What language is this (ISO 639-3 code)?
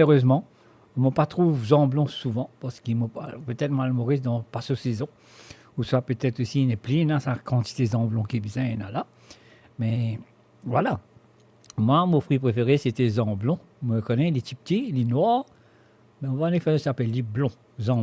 mfe